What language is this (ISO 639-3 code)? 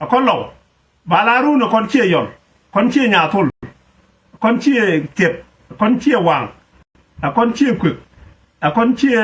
nus